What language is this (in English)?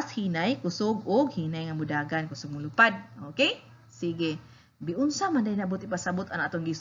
Cebuano